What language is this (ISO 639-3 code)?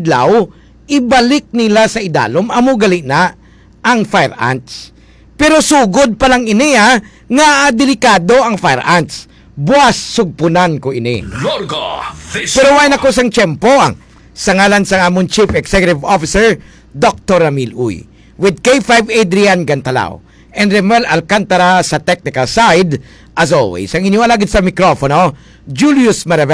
hil